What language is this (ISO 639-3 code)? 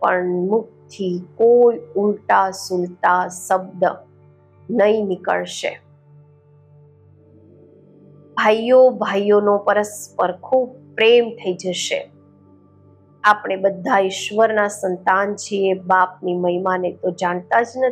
guj